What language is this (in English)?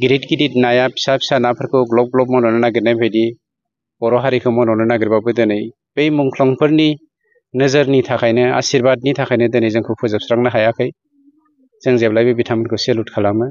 Bodo